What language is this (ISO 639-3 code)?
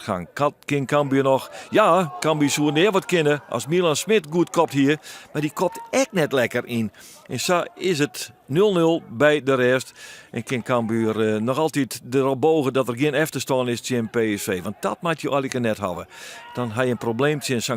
fry